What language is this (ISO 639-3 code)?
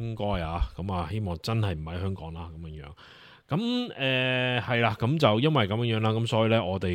yue